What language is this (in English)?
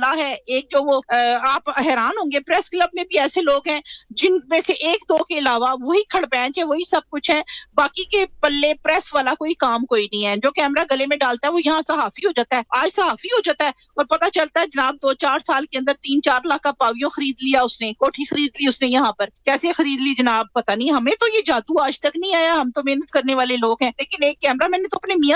Urdu